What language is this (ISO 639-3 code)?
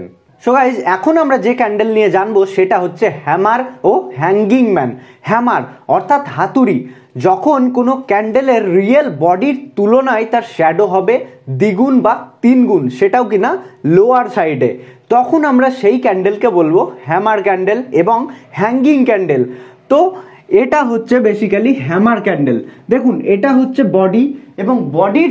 ben